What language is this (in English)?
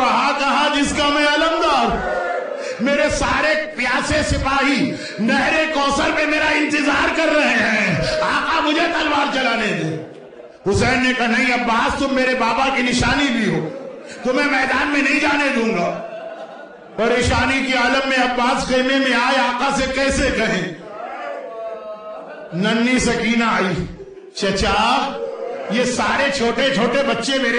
Urdu